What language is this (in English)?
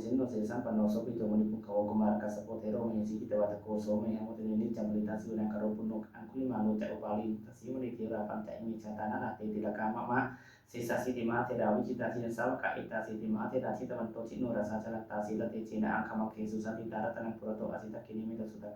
Pali